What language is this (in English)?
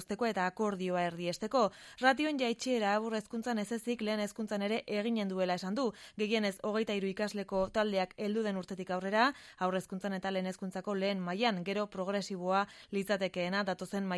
Basque